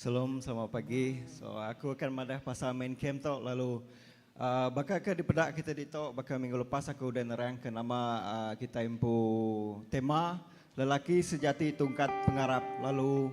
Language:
Iban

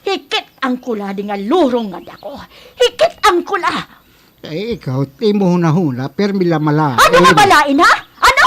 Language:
Waray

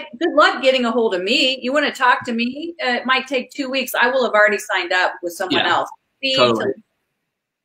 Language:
English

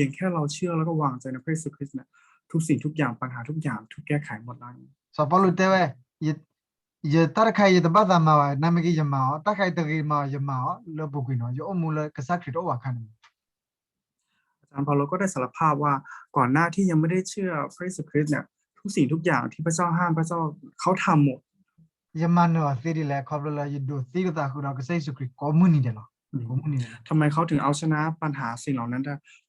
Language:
S'gaw Karen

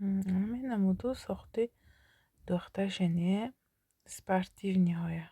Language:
Tajik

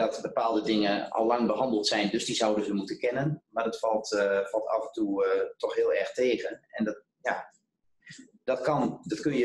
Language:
Dutch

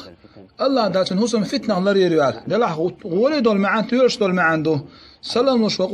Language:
Chechen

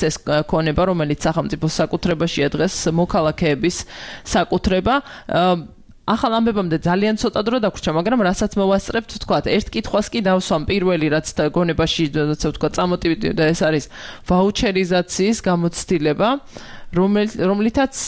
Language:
Georgian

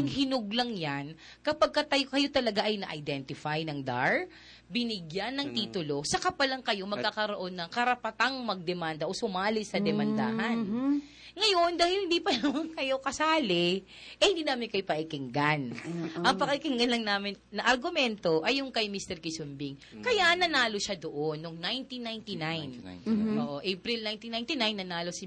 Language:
Filipino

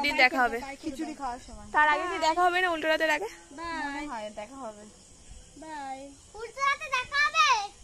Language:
Bangla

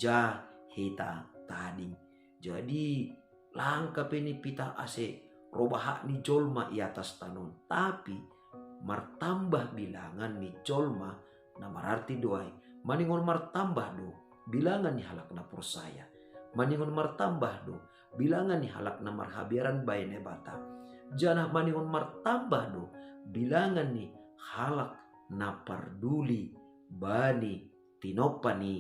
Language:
Batak Simalungun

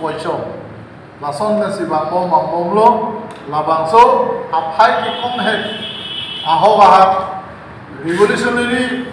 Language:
Karbi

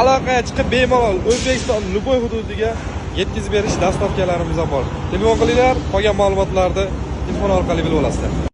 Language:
Uzbek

